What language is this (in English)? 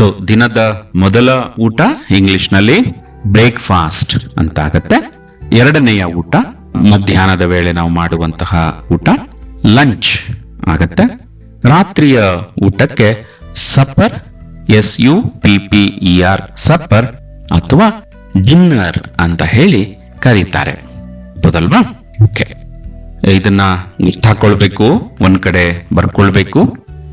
Kannada